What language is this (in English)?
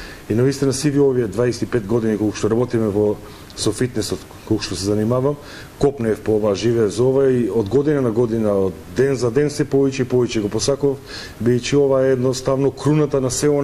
Macedonian